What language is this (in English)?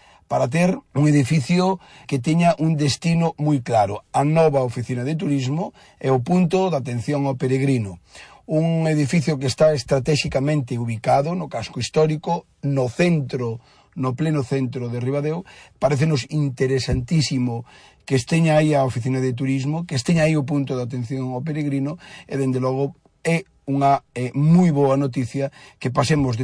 Galician